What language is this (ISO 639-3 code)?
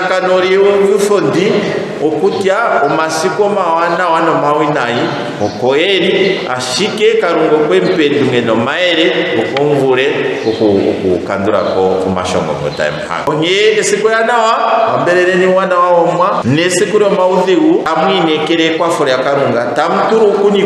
ndo